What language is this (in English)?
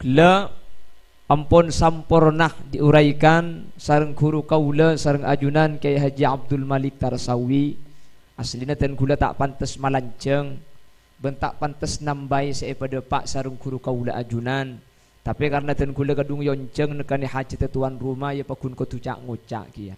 Madurese